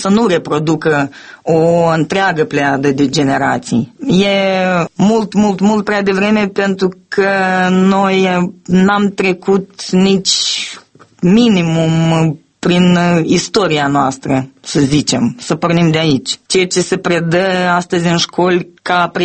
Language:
Romanian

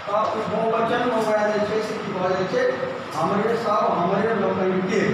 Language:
Maithili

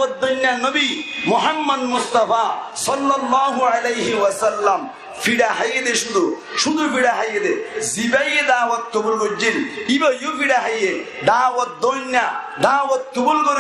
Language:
Rohingya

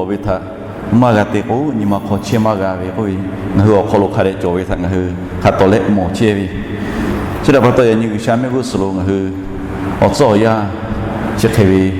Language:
Lahu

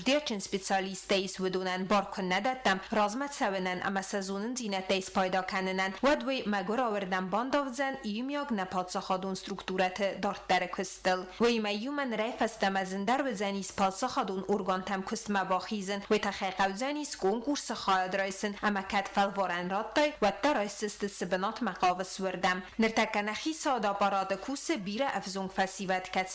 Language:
Ossetic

